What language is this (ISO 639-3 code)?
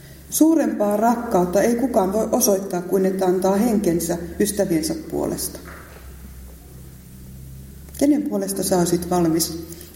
fin